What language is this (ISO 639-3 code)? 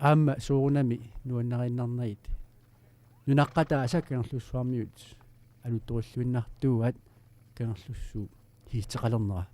kal